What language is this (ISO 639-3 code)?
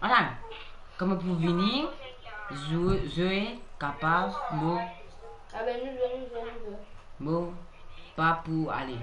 mfe